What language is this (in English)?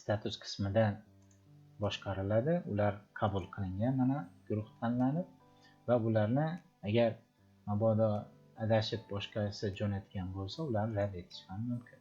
Uzbek